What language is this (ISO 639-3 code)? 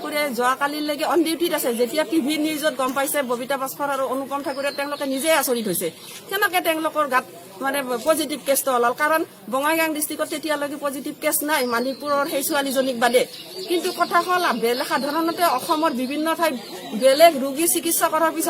asm